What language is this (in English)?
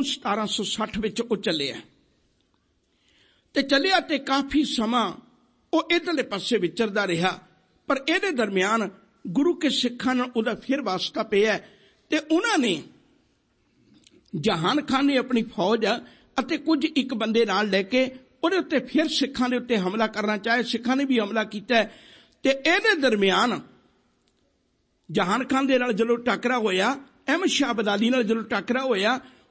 Punjabi